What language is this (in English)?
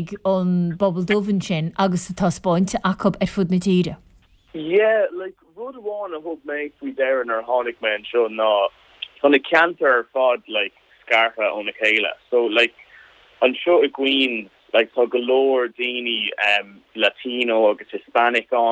Irish